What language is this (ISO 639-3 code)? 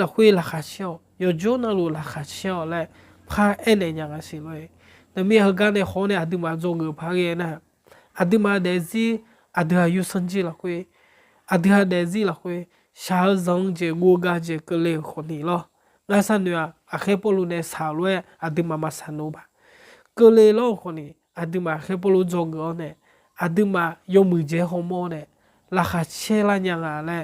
ahk